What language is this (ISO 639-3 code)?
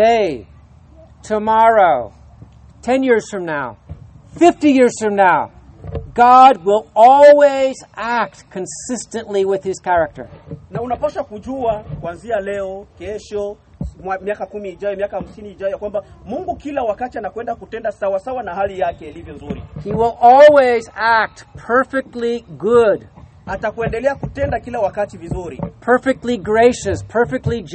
swa